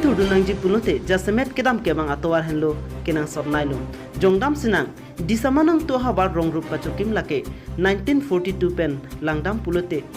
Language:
Karbi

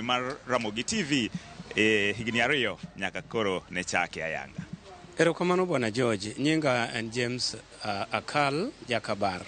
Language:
Luo (Kenya and Tanzania)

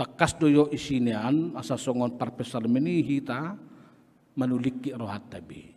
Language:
Batak Toba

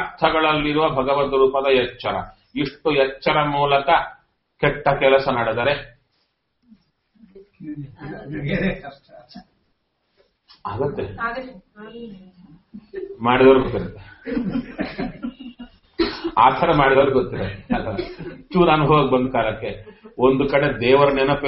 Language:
Kannada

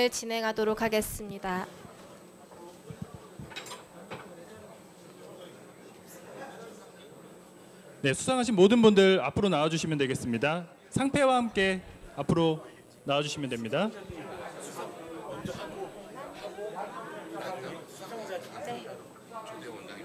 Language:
Korean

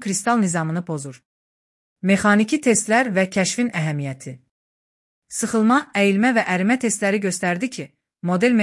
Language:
Azerbaijani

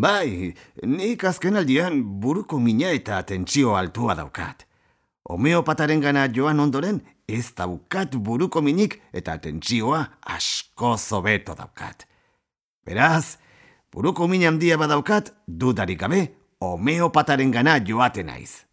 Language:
Basque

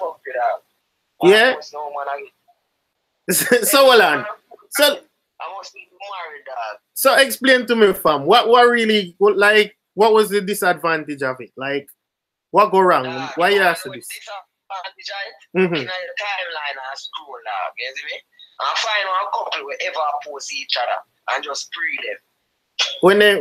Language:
Jamaican Creole English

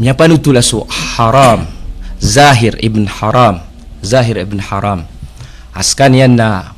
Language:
Maranao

